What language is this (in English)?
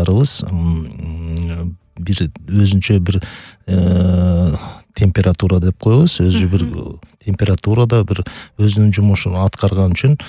Kyrgyz